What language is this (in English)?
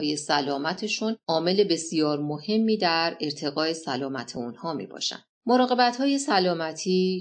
Persian